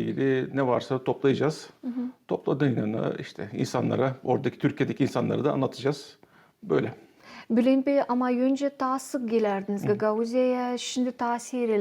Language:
Gagauz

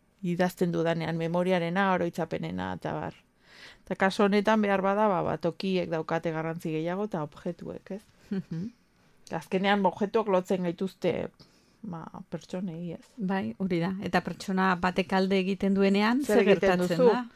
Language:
Basque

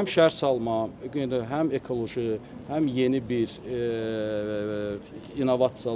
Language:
Azerbaijani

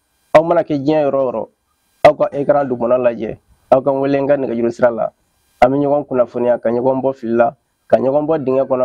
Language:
Bambara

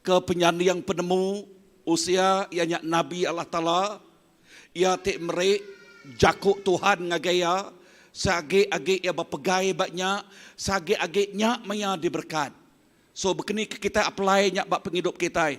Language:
Iban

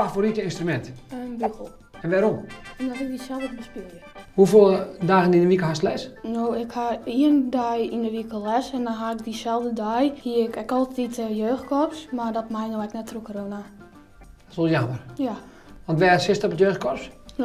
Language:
Western Frisian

